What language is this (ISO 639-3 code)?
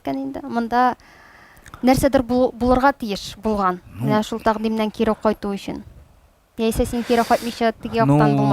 tat